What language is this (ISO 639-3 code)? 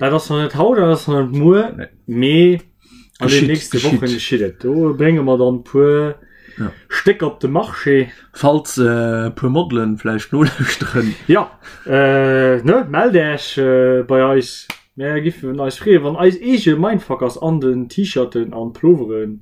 ltz